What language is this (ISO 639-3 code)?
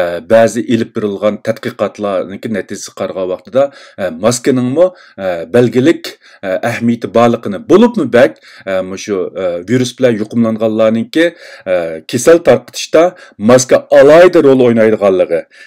uig